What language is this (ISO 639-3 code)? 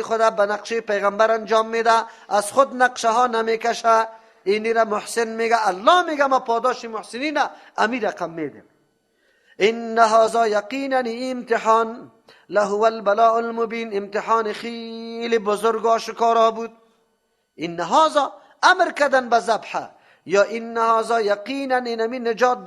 fas